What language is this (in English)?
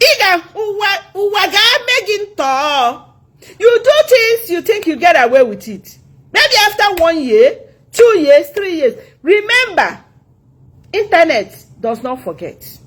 Igbo